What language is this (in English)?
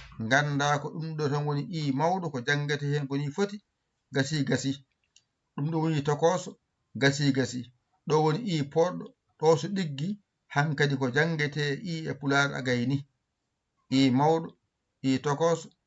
Fula